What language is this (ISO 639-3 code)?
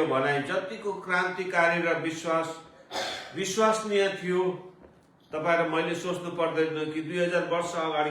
nep